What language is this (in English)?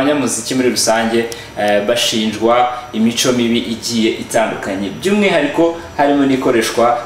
Kinyarwanda